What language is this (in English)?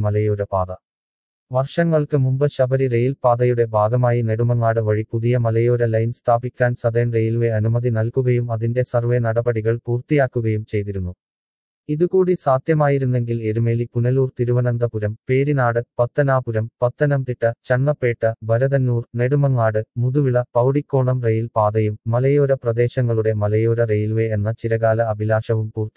Malayalam